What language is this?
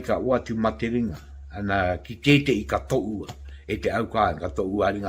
Māori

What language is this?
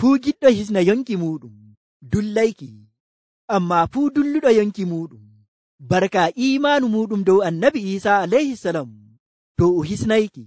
Nigerian Fulfulde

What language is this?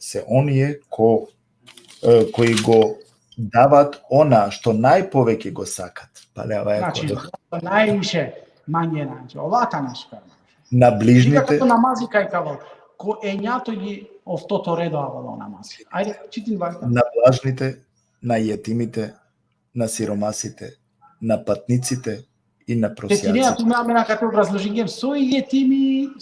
Balkan Romani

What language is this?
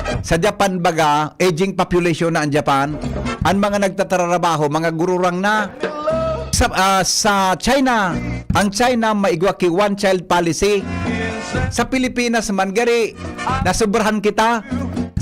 Bikol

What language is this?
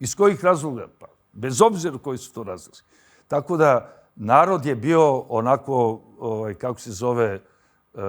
Macedonian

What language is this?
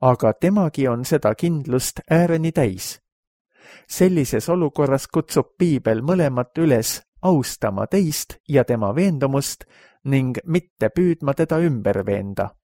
Estonian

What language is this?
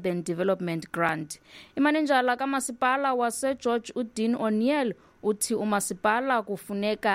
Xhosa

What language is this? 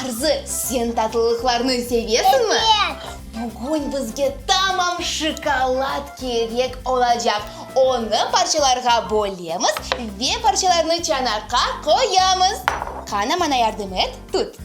Crimean Tatar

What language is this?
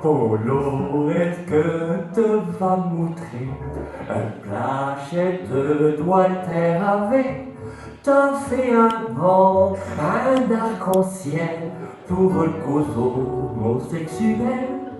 Picard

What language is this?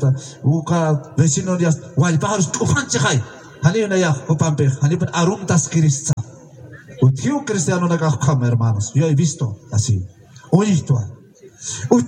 Aymara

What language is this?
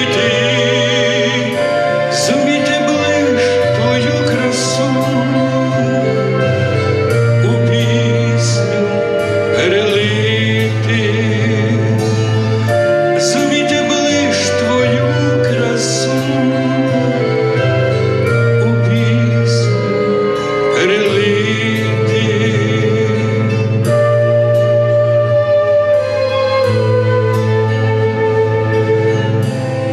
Ukrainian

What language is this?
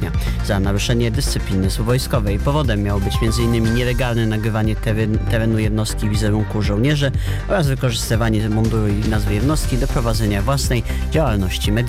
Polish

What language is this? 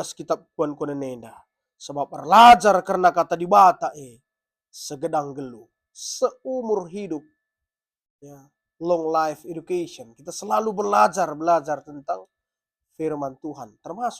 Batak Karo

